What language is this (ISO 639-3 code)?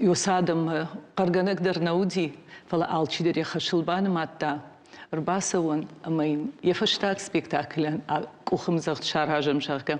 oss